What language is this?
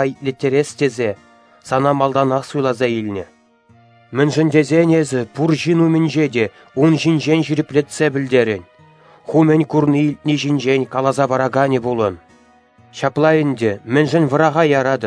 Chuvash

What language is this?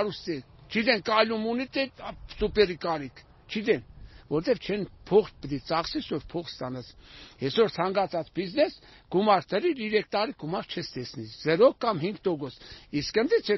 Armenian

